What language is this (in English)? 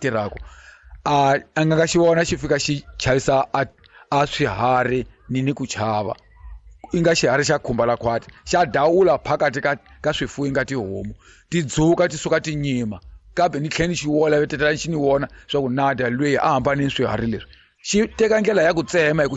Tsonga